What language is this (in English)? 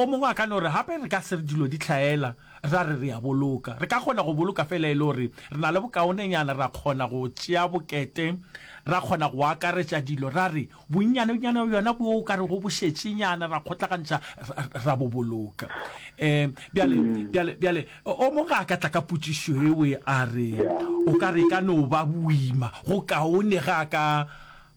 Northern Sotho